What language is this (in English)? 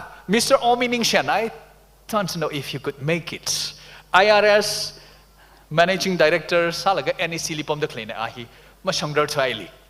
Tangkhul Naga (India)